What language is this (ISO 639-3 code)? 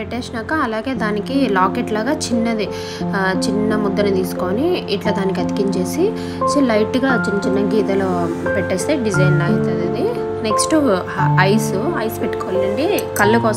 tel